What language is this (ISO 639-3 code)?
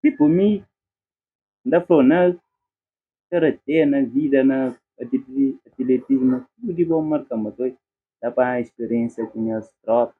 kea